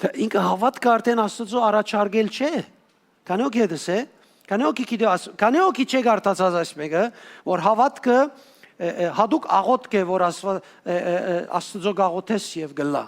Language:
Western Armenian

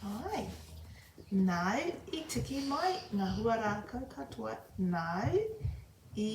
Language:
Māori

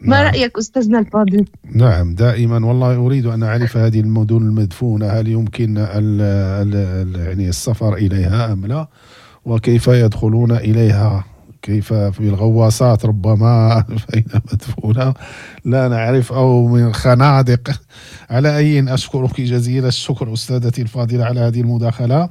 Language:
Moroccan Arabic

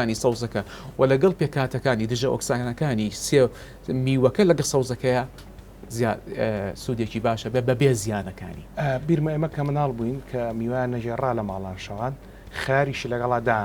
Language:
Central Kurdish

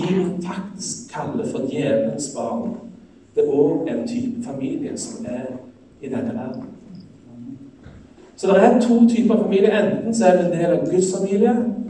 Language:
Norwegian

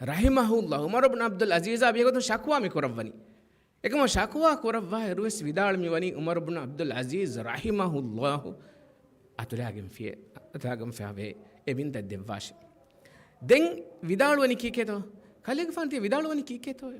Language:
Divehi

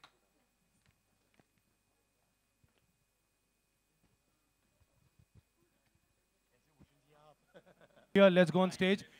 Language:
Hindi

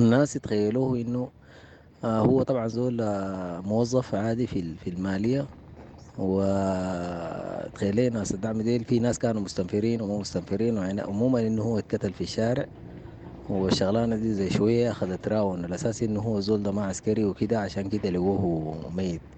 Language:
Sudanese Arabic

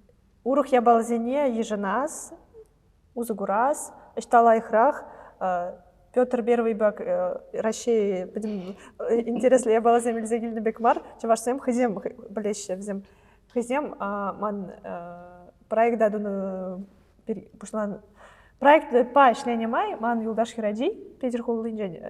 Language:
Chuvash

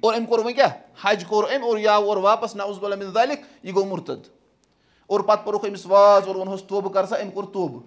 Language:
Kashmiri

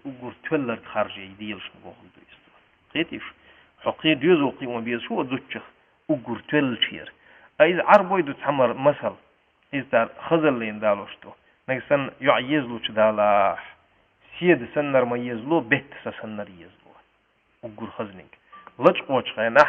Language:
Chechen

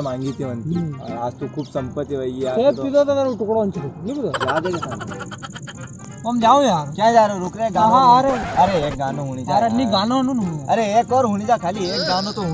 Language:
Rajasthani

